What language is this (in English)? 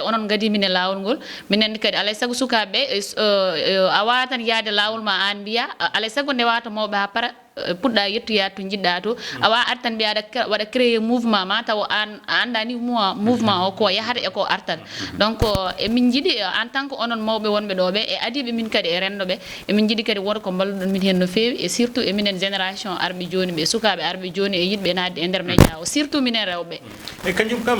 Fula